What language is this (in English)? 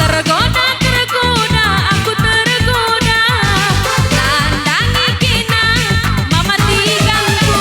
Batak Karo